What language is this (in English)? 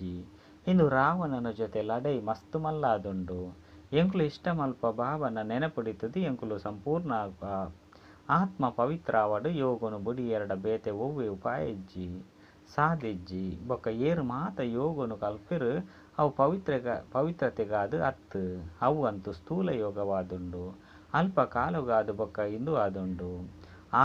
Tulu